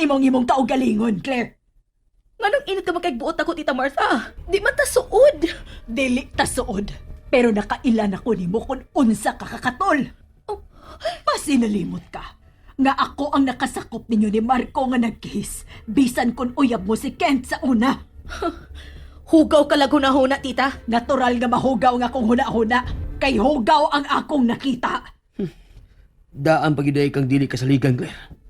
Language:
Cebuano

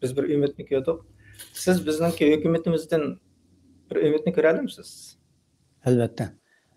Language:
Uyghur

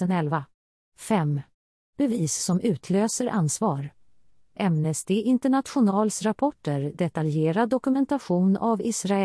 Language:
Swedish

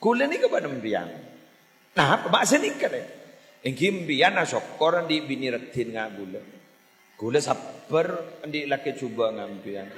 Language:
Madurese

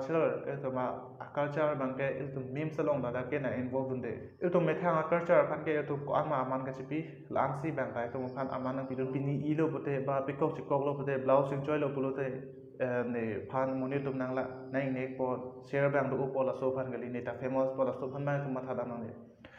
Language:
Karbi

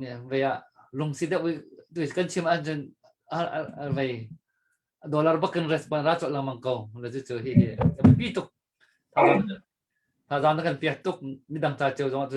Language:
Hakha Chin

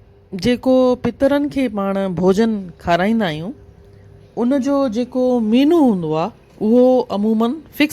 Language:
Sindhi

